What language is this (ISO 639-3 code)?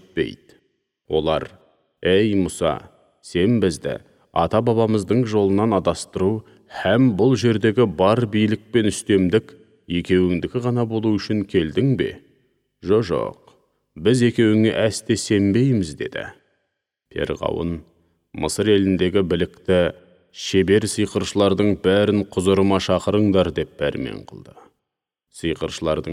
kaz